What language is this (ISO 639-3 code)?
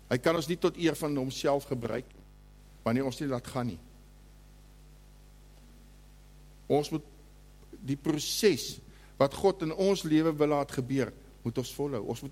afr